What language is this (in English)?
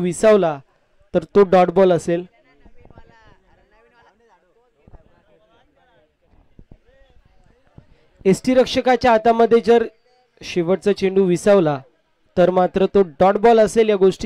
Marathi